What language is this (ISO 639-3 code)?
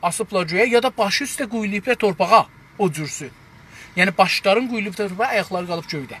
azb